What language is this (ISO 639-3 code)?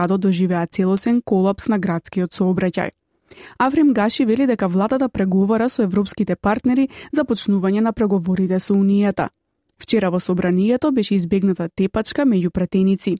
mkd